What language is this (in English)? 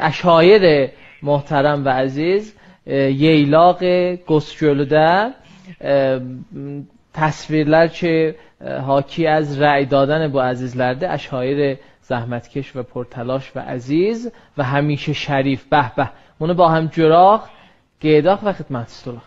South Azerbaijani